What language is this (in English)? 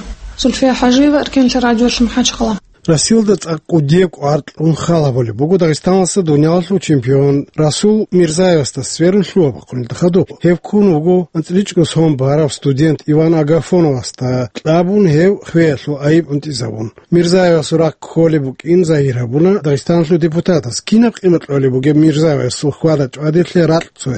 Avaric